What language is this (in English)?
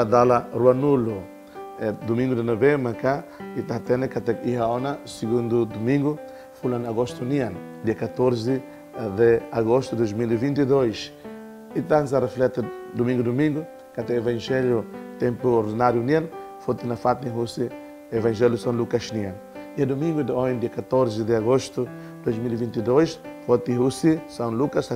Tetum